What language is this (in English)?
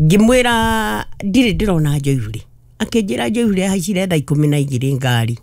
Kikuyu